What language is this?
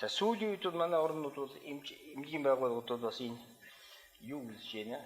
Mongolian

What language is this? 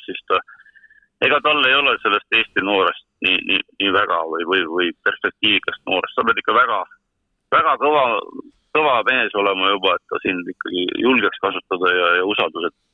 Estonian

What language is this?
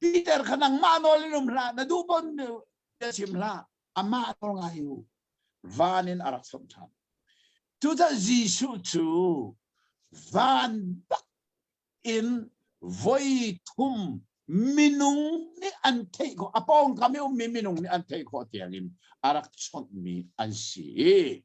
Hakha Chin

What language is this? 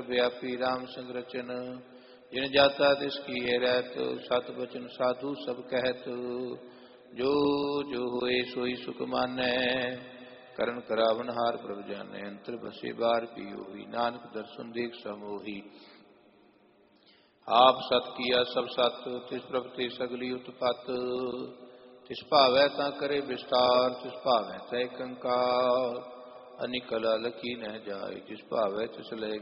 Punjabi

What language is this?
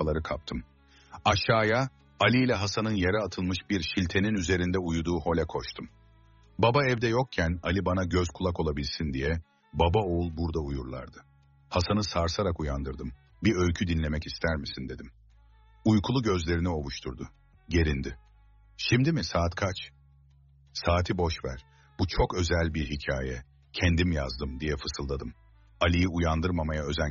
Turkish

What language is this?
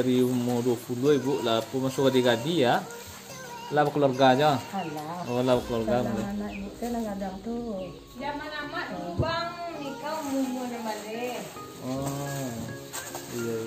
Minangkabau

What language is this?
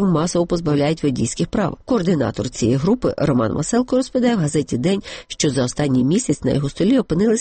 Ukrainian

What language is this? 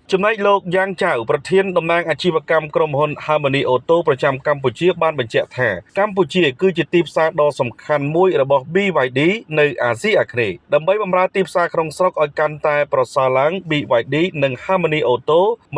Khmer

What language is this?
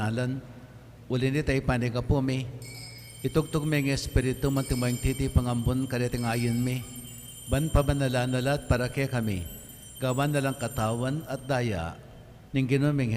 Pampanga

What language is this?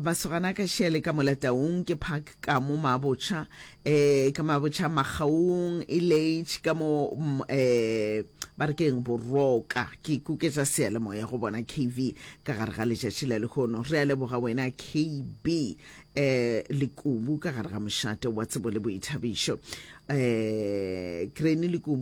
Northern Sotho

